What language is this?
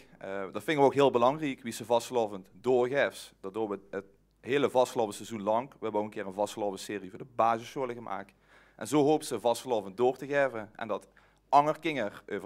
Limburgish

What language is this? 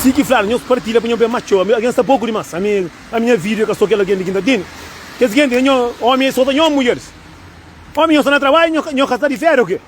Kabuverdianu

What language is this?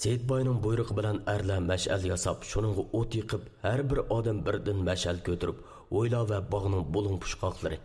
Uyghur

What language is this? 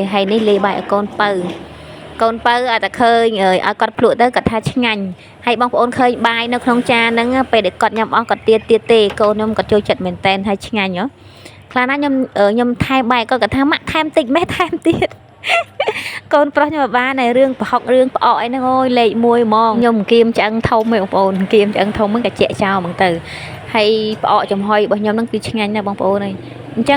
Khmer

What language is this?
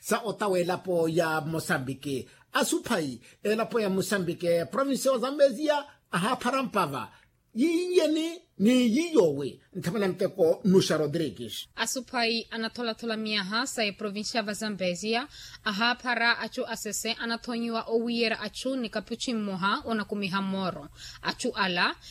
Makhuwa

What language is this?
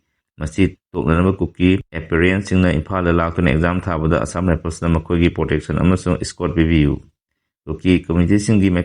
Manipuri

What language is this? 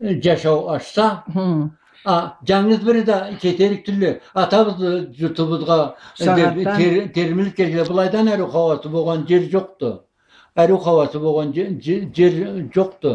Karachay-Balkar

